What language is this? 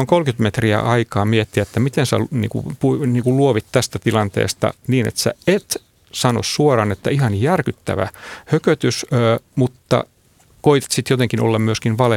Finnish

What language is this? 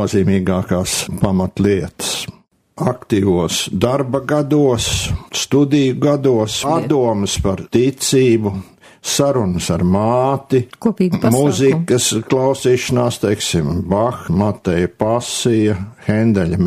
Latvian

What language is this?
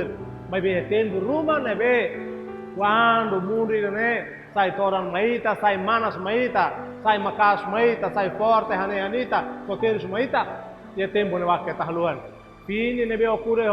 Tetum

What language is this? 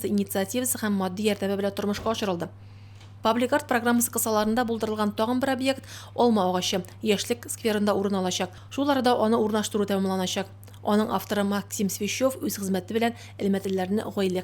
Tatar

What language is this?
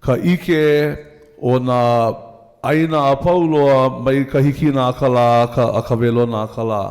Hawaiian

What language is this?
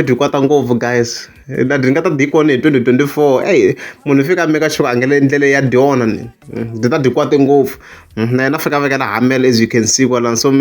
Tsonga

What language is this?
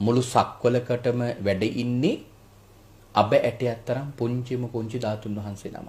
Sinhala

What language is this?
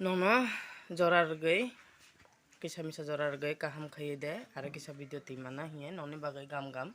Kok Borok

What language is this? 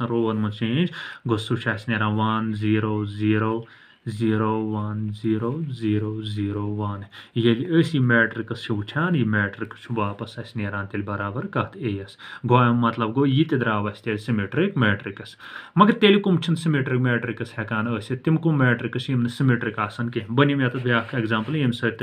Kashmiri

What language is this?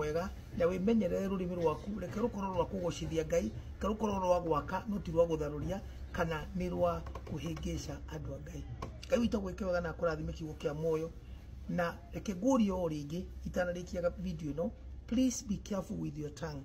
Kikuyu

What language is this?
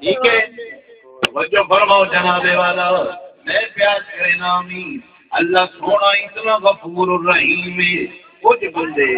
Saraiki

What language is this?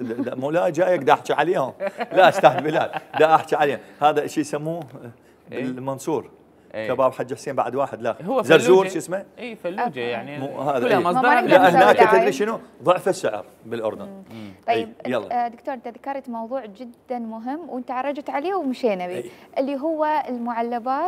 Mesopotamian Arabic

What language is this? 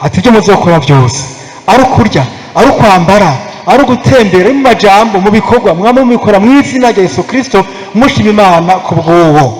Rundi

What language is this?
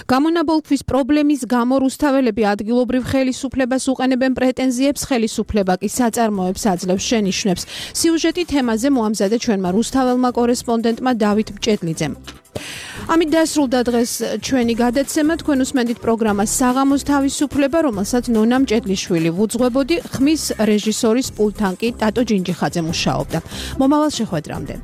Georgian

